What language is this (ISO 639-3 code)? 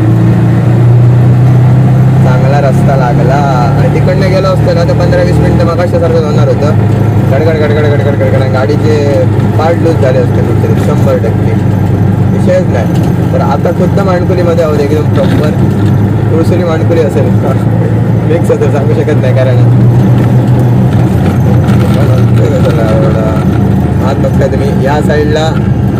mar